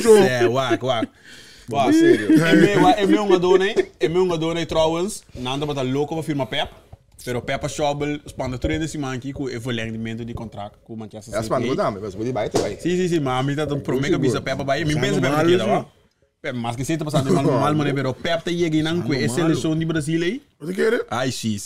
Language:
Papiamento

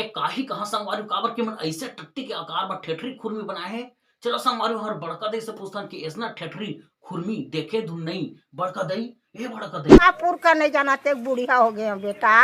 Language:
Chhattisgarhi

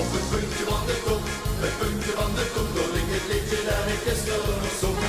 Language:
Limburgish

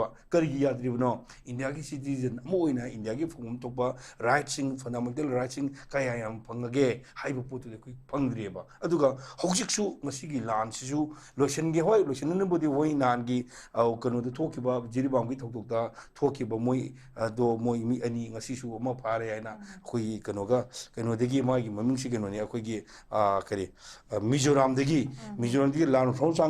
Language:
Manipuri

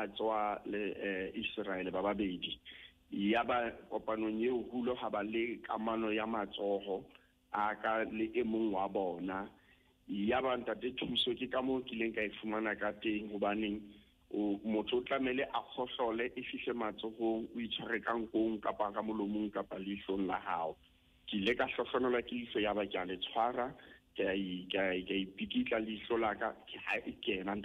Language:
Southern Sotho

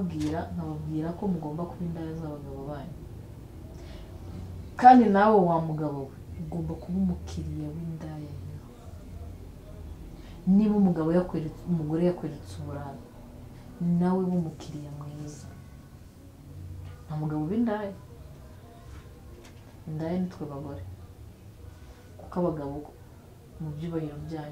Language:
Kinyarwanda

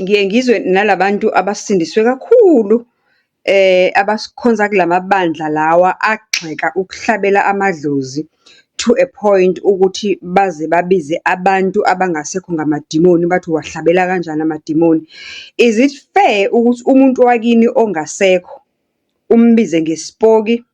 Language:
Zulu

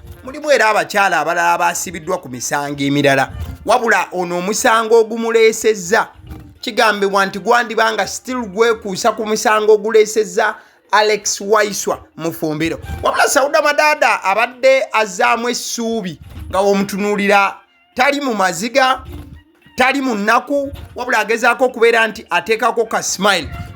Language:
Ganda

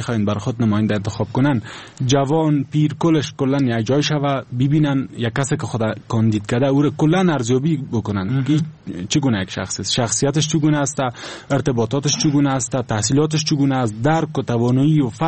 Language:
Persian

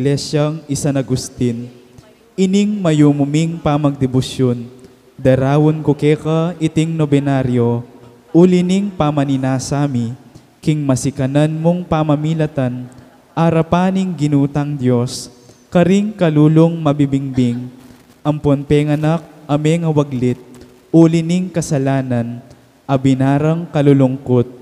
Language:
Pampanga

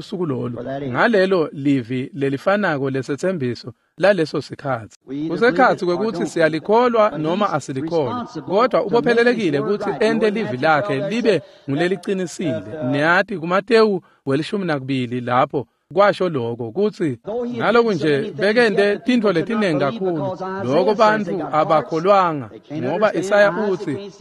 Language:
Swati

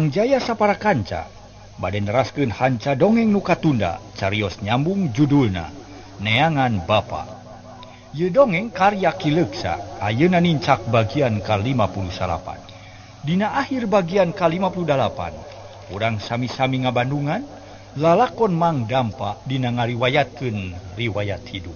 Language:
Sundanese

